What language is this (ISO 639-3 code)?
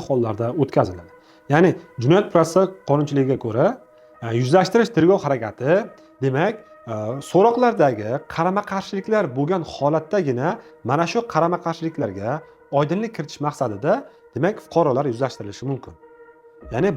uzb